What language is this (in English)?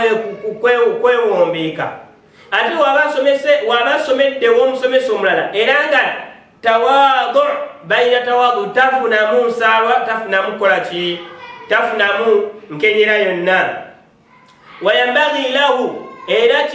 Ganda